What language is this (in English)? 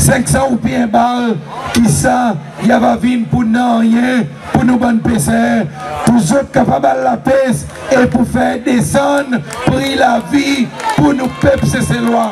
Seselwa Creole French